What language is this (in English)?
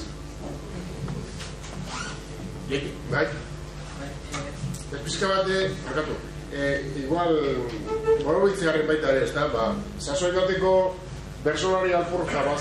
Basque